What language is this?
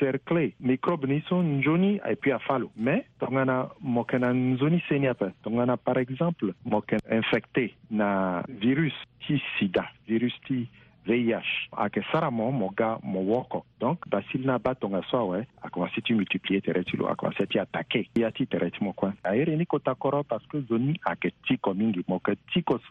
Sango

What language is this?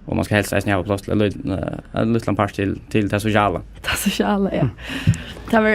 Faroese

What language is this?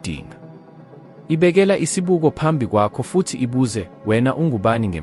Zulu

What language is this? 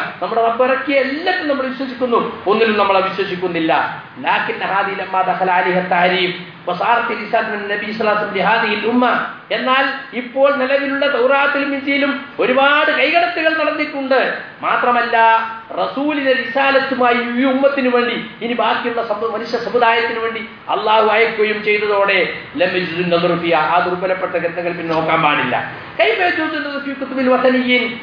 Malayalam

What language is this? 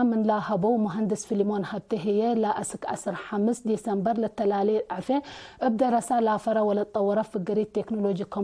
Tigre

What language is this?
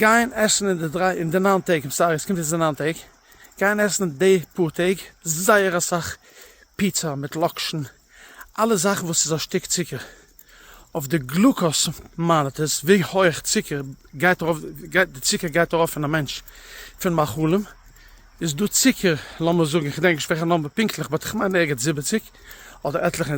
Yiddish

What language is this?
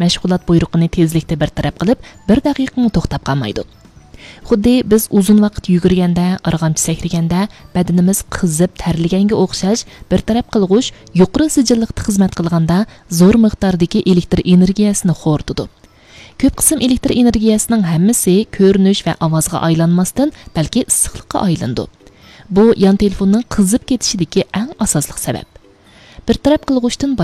Uyghur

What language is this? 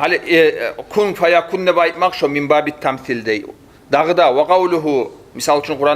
Kumyk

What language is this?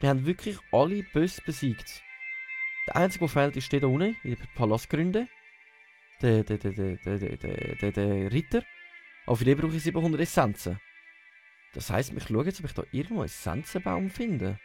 Swiss German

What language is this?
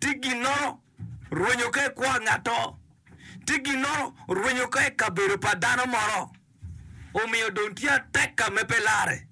Acoli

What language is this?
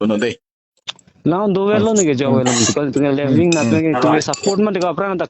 Karbi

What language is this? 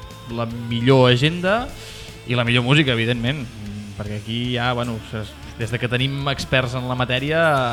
Catalan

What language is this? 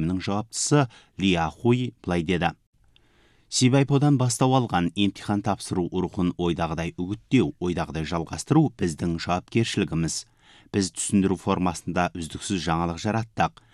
Kazakh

